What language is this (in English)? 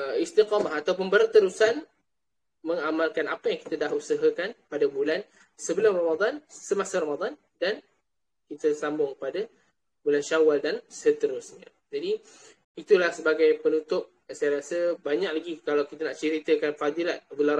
Malay